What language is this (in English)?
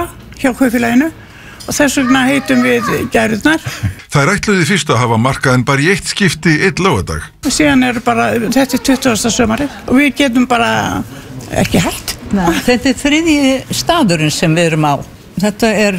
Icelandic